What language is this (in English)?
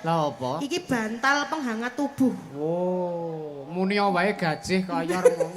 Javanese